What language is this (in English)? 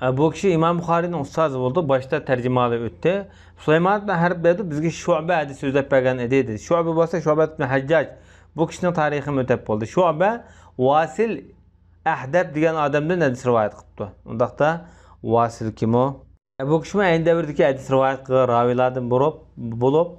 Uyghur